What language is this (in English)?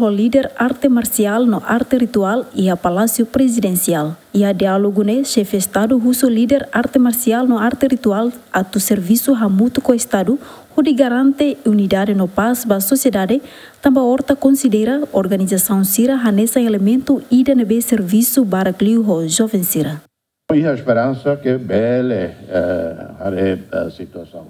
Tetum